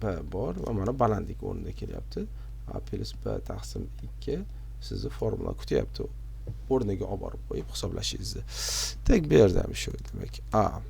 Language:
Uzbek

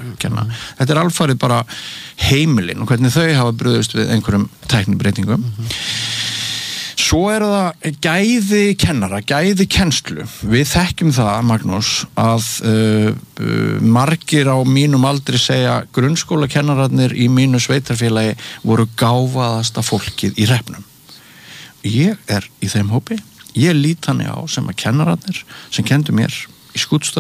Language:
Icelandic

